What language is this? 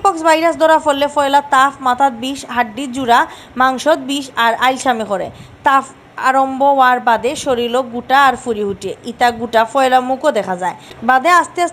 Sylheti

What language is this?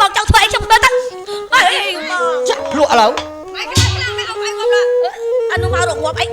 Khmer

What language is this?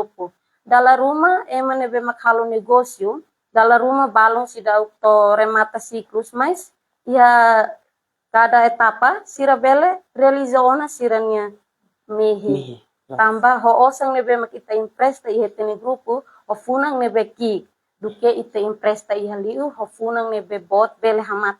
Tetum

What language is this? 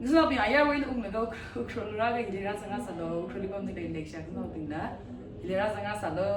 Tangkhul Naga (India)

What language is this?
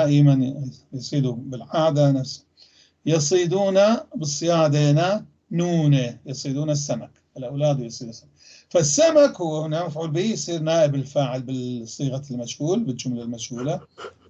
North Levantine Arabic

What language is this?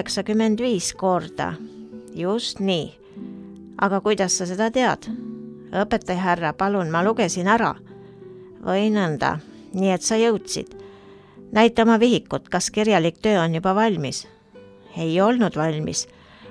Estonian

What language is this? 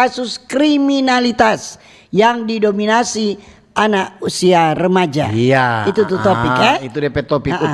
Manado Malay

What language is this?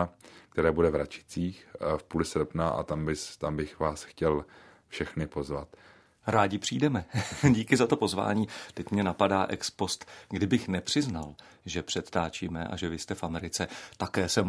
Czech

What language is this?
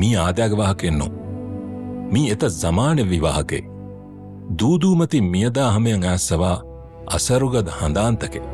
Divehi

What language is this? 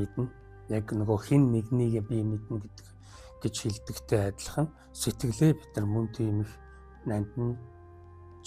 Mongolian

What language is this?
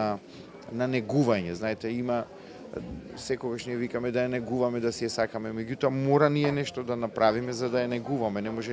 Macedonian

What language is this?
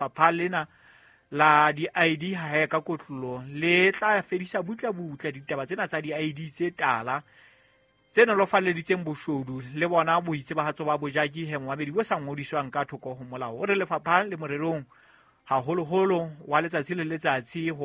Southern Sotho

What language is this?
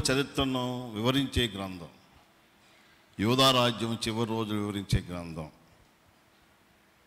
Telugu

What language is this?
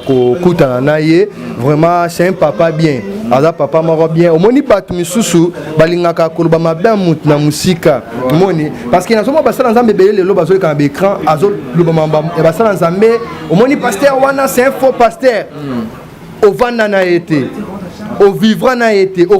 Lingala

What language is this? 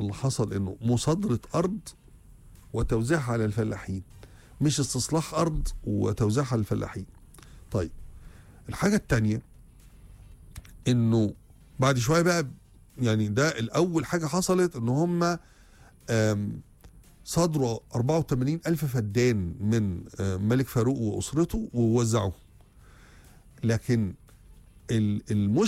Egyptian Arabic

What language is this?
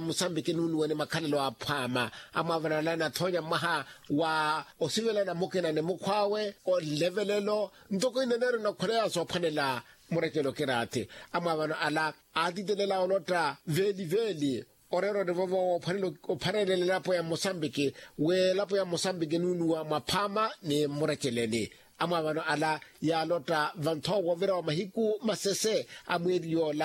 Makhuwa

